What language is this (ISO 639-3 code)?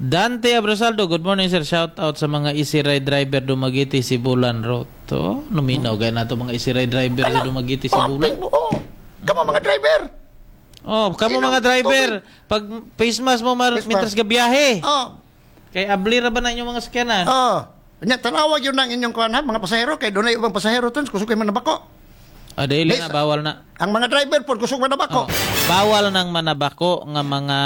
ceb